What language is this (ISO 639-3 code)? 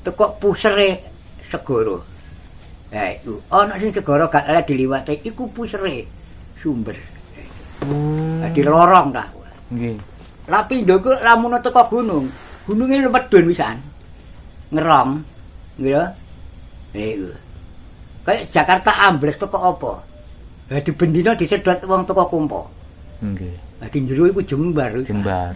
jav